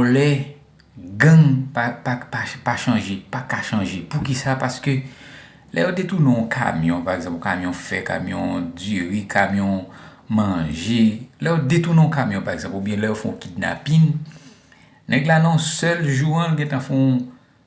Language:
Haitian Creole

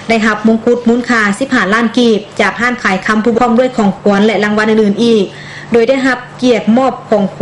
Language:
Lao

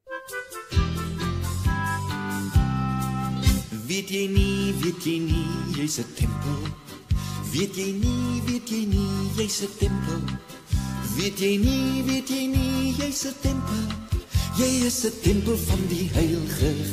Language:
Afrikaans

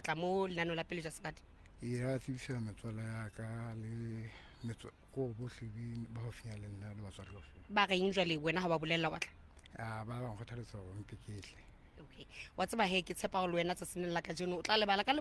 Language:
Southern Sotho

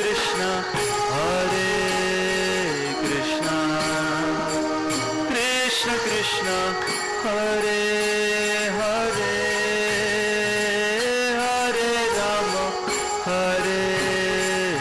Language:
Hindi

